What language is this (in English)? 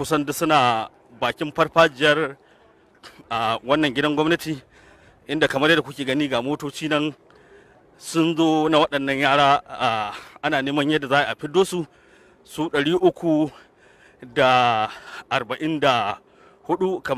Hausa